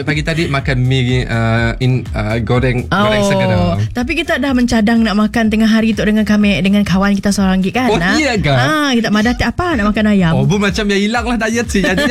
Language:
Malay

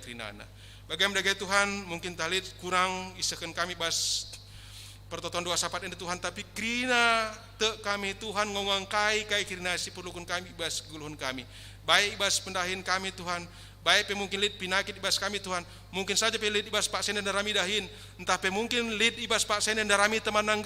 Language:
Batak Karo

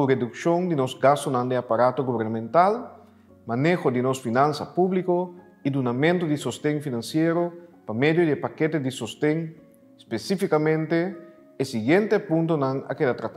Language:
Papiamento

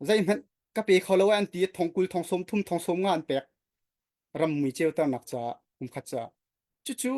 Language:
Hakha Chin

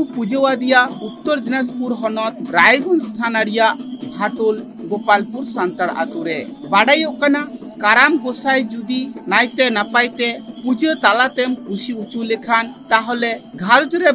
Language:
Santali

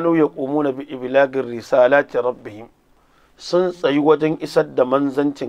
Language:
Hausa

